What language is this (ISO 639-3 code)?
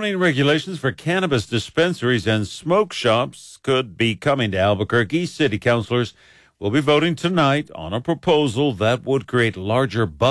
eng